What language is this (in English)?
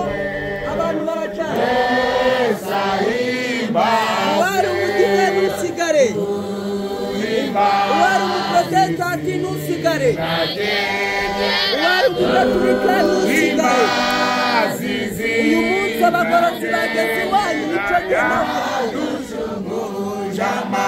Kinyarwanda